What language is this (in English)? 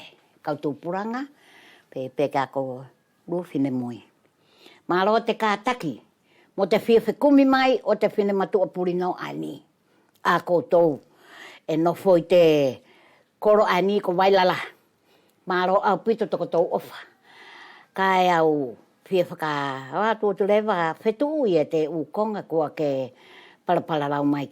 Wallisian